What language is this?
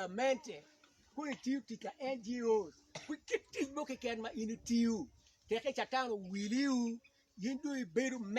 Acoli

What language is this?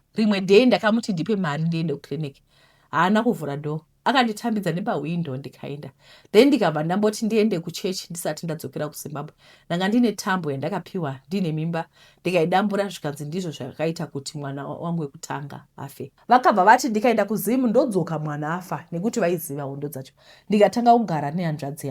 Shona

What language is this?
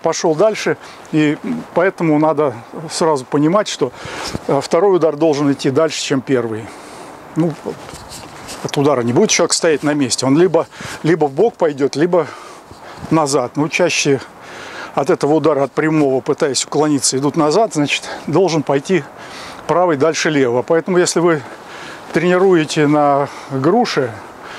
Russian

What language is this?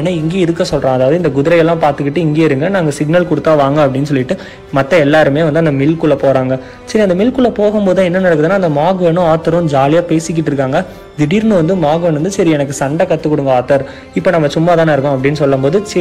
Tamil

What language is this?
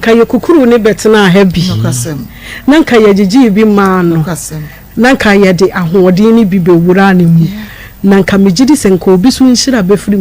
Akan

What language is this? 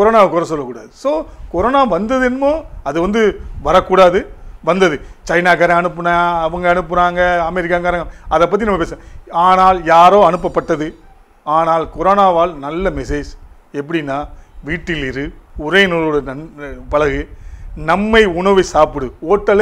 Tamil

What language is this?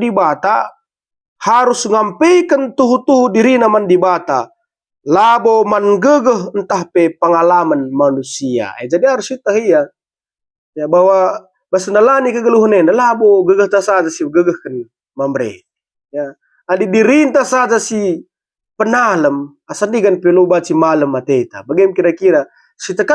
Batak Karo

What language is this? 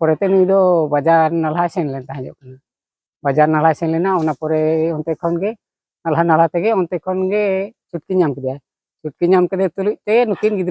Santali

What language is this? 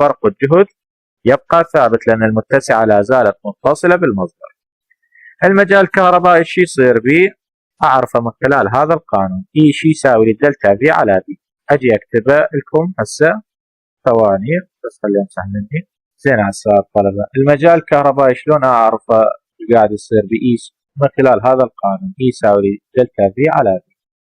Mesopotamian Arabic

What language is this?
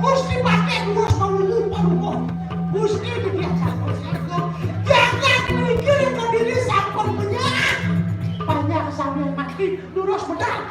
Balinese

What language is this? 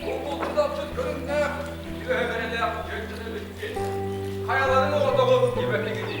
Yakut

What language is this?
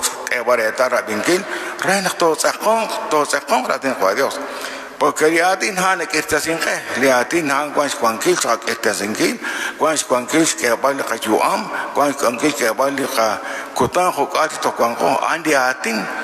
Kekchí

